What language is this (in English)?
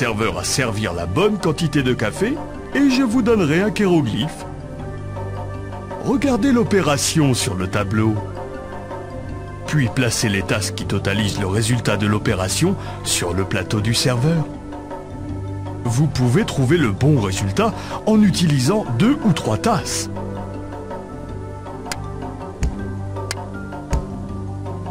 French